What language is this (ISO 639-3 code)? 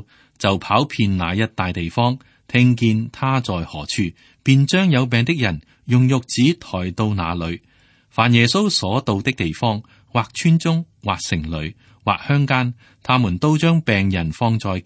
yue